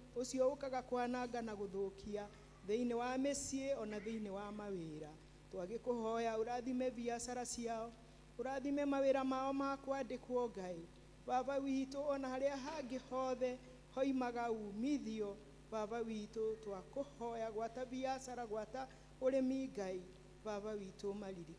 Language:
Kikuyu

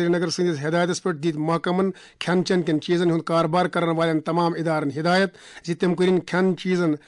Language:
Kashmiri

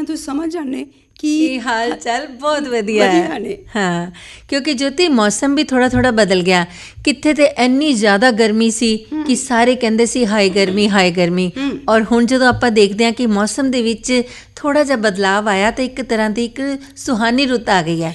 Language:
Punjabi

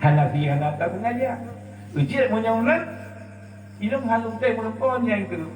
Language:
Achinese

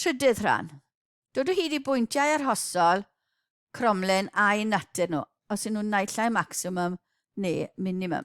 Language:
Welsh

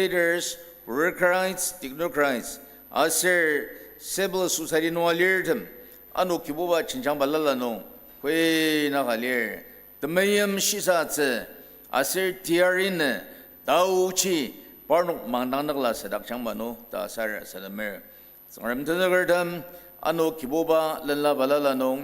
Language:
Ao Naga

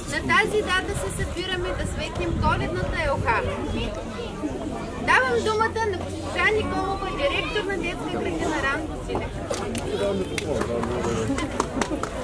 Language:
Bulgarian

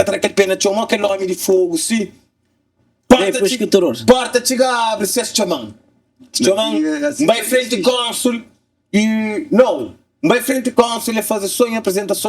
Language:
Kabuverdianu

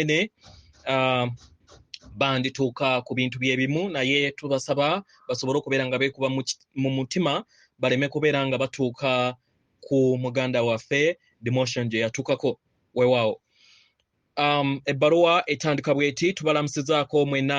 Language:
Ganda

